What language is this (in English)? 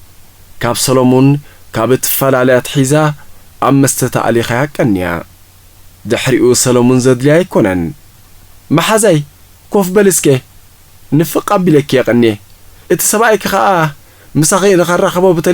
Tigrinya